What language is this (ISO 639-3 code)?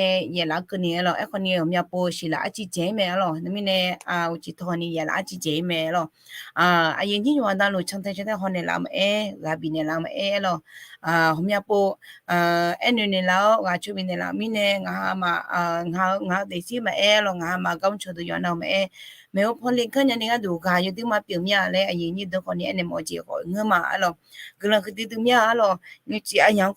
ahk